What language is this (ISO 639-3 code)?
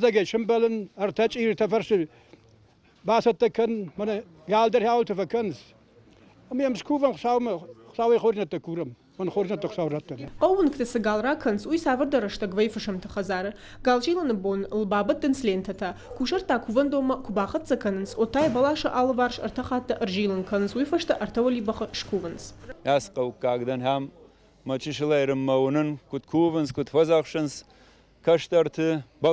oss